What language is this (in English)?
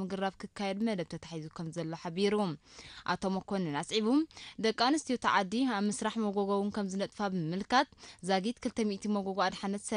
Tigrinya